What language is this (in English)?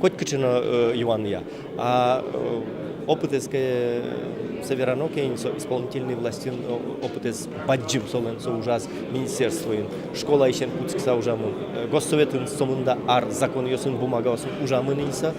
Udmurt